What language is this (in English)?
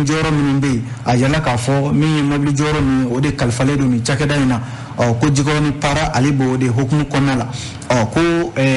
Bambara